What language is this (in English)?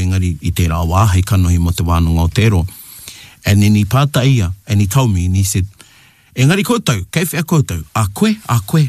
Māori